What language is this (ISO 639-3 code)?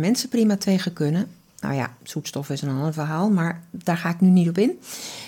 nld